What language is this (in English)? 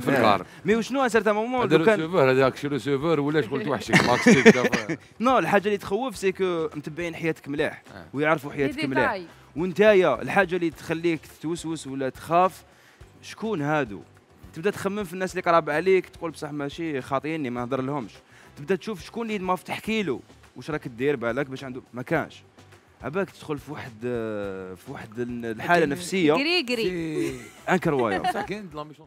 Algerian Arabic